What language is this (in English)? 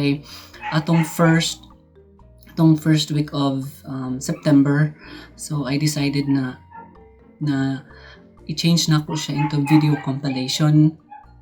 Cebuano